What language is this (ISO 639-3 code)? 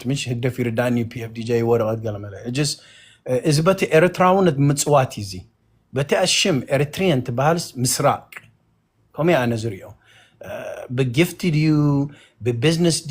tir